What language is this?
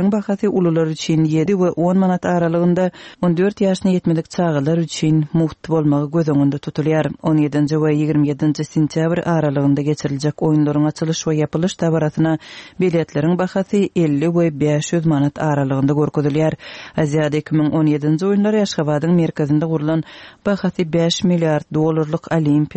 Turkmen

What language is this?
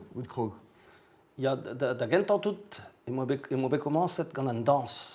Breton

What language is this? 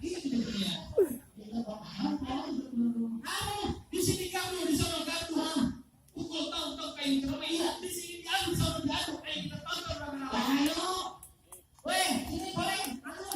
Betawi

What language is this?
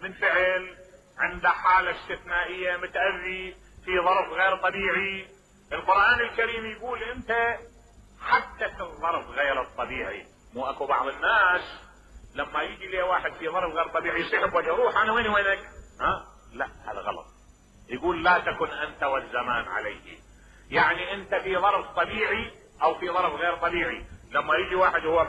Mesopotamian Arabic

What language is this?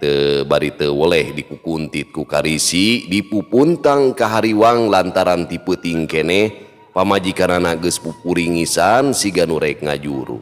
Sundanese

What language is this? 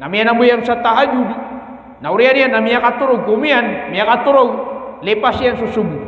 Maranao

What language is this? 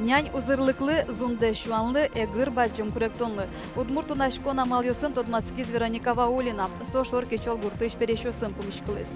Udmurt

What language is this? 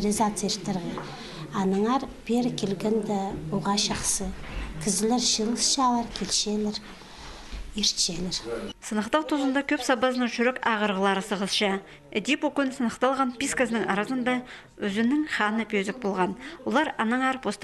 Khakas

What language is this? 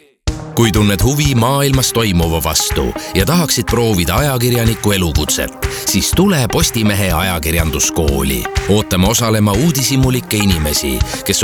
Estonian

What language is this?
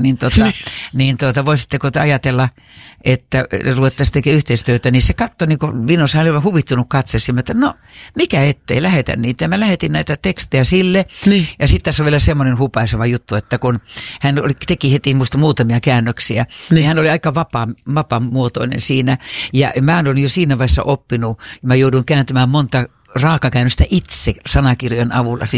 Finnish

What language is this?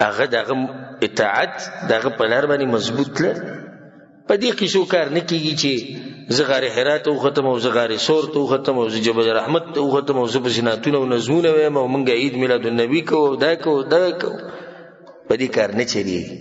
Pashto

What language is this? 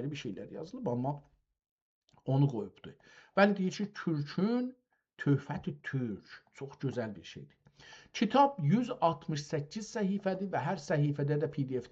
South Azerbaijani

